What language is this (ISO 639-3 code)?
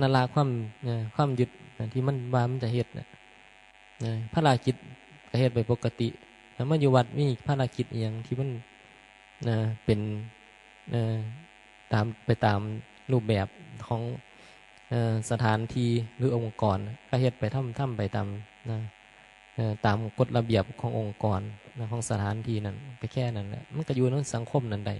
tts